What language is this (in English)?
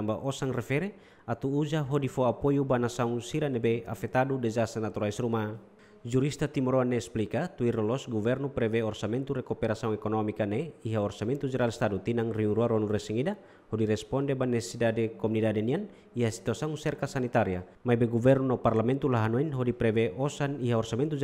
Tetum